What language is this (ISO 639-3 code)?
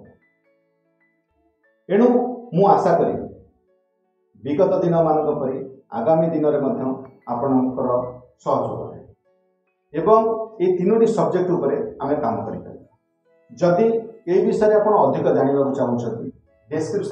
ori